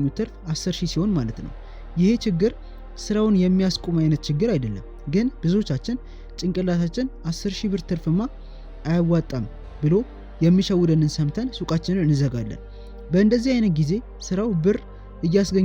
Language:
Amharic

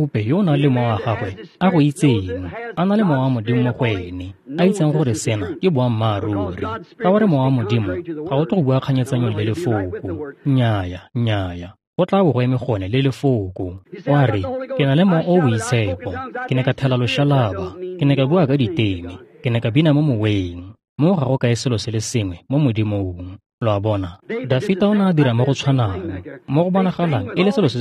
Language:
Tswana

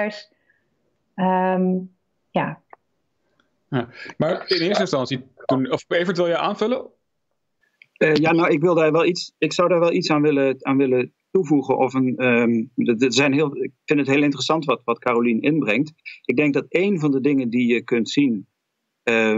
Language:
Dutch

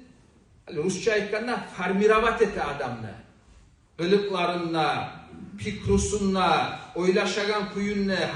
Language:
Kumyk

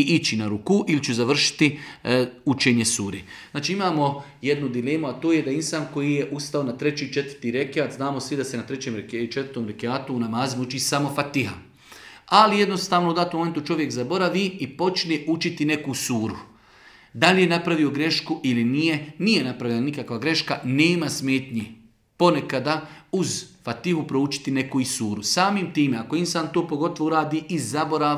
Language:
Bosnian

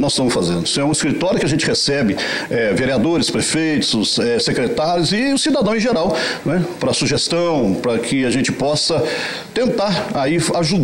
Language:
Portuguese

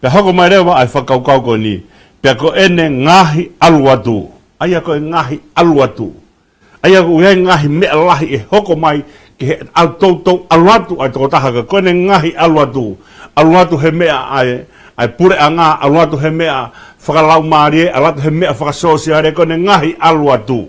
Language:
Tongan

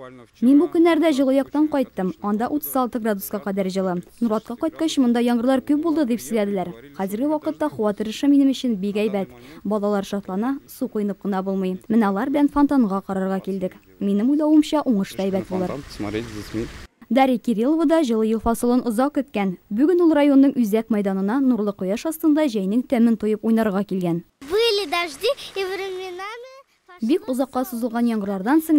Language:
Tatar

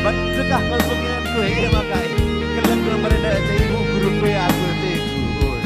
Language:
Batak Karo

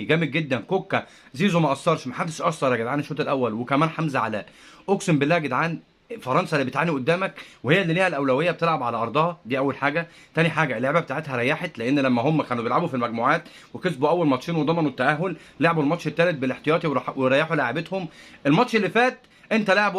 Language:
Egyptian Arabic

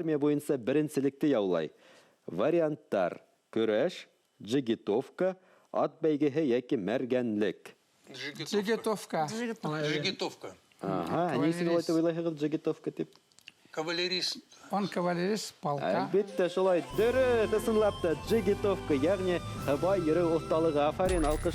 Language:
Bashkir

